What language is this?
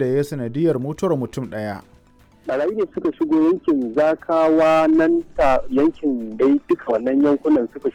Hausa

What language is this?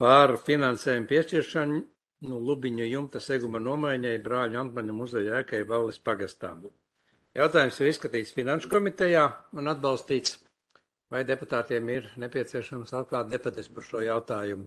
Latvian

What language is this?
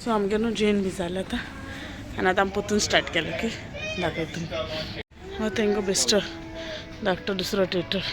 Konkani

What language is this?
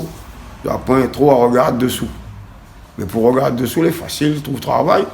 Réunion Creole French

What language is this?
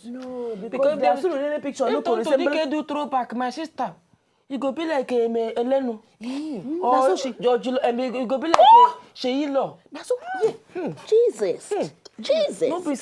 Nigerian Pidgin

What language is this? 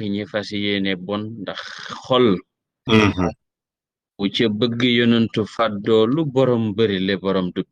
Wolof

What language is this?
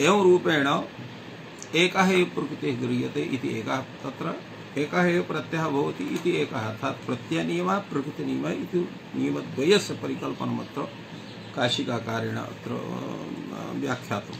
Sanskrit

